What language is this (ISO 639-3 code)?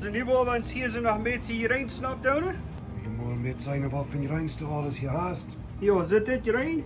pdt